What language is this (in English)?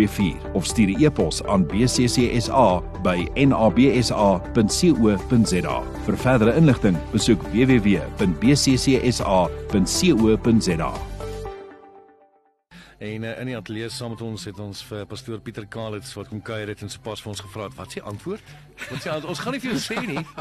Afrikaans